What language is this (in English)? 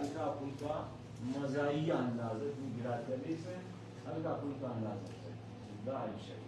Brahui